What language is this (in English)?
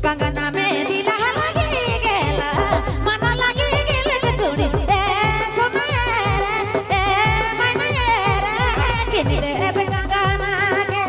Sadri